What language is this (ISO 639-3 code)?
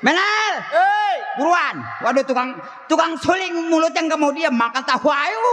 bew